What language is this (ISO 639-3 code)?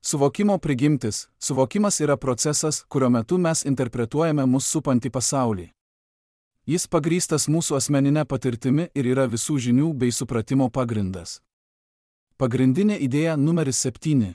lit